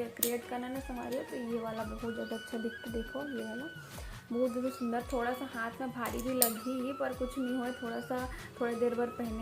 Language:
Chhattisgarhi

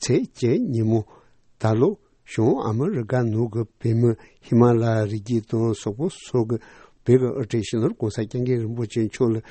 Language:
Tibetan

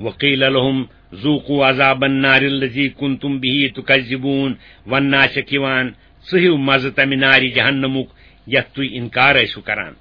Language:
Kashmiri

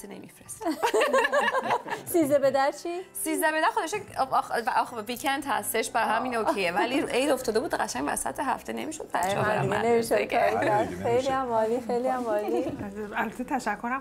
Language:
Persian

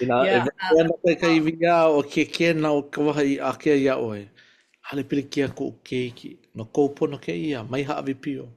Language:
Hawaiian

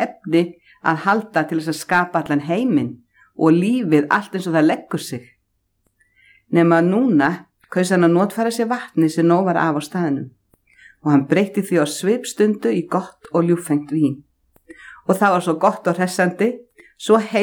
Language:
Icelandic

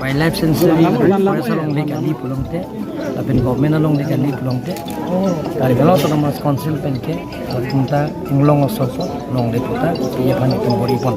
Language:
Karbi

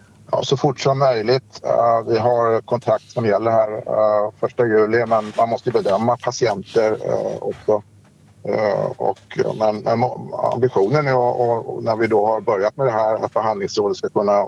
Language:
Swedish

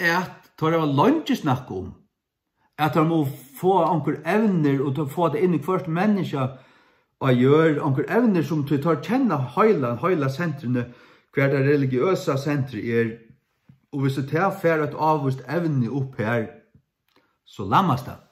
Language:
Faroese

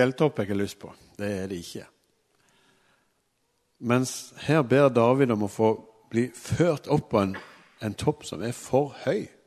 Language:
Norwegian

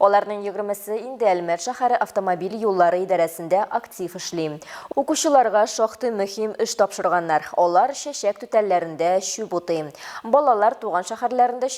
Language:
Tatar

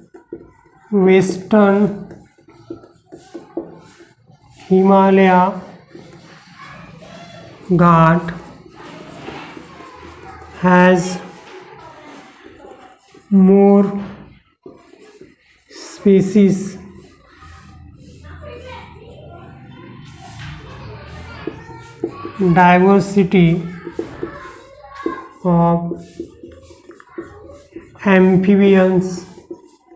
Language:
Marathi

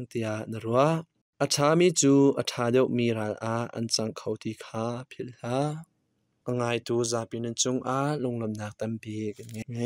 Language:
Hakha Chin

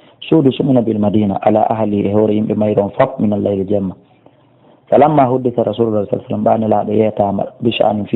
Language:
Fula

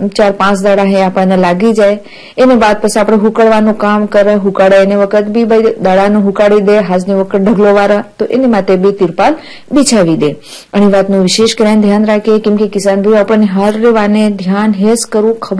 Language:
Gujarati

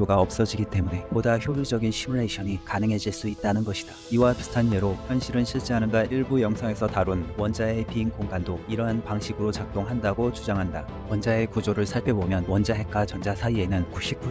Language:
Korean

